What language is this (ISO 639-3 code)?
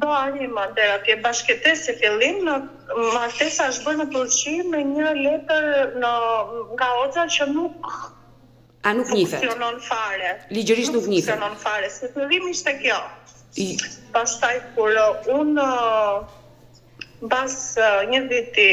sqi